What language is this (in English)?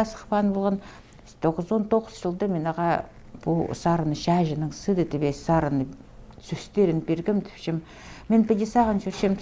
Khakas